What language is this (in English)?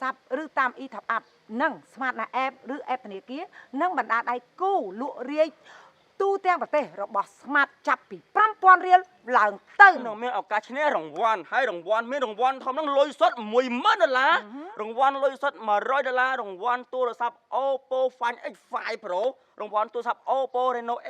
Khmer